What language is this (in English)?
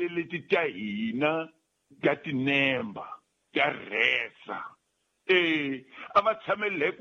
Tsonga